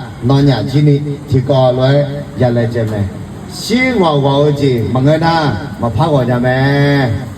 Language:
Akha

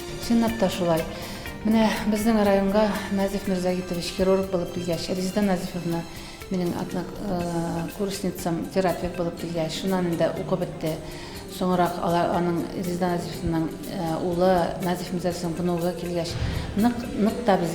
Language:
Bashkir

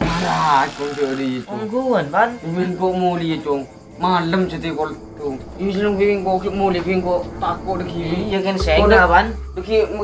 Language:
Madurese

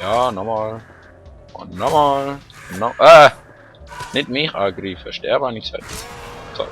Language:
Swiss German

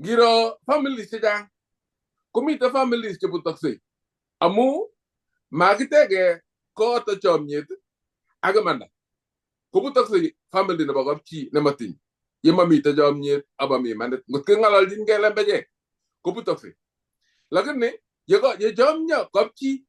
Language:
Kalenjin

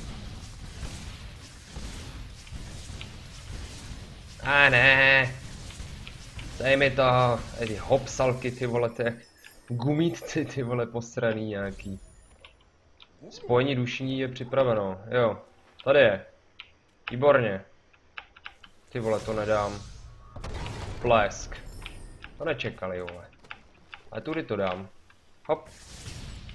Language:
Czech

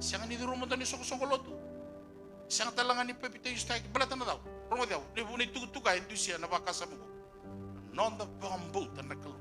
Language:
Fijian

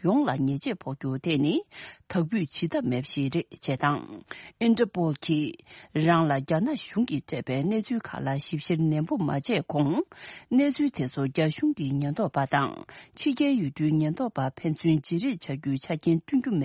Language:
Tibetan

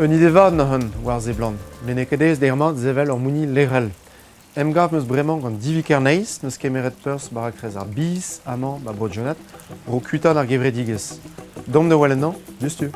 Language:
Breton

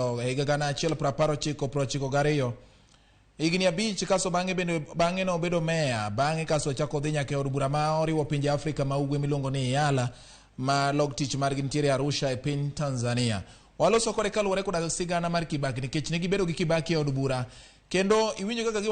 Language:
Luo (Kenya and Tanzania)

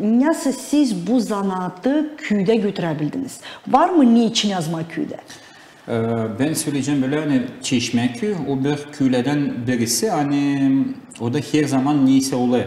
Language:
Gagauz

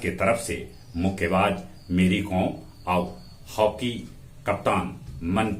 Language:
Magahi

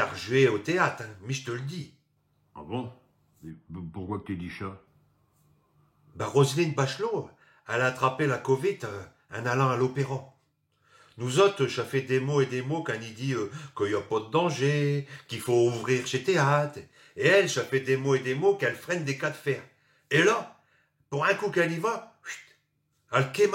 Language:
Picard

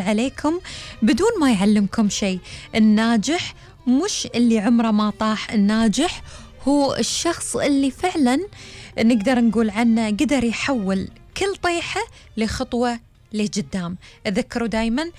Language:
Gulf Arabic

